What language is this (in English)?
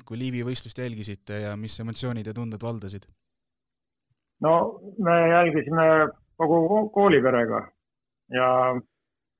Estonian